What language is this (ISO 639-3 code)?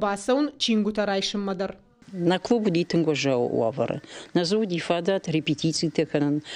oss